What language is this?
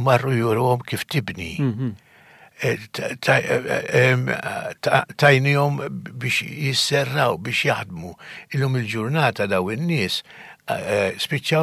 Maltese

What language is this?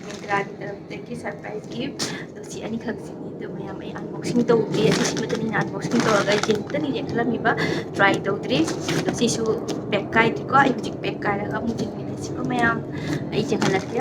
Manipuri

